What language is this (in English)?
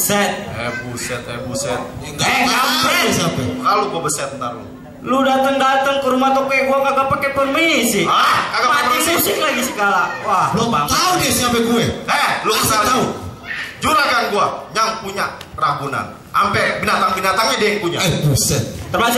Betawi